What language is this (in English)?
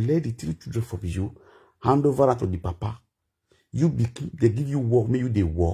Nigerian Pidgin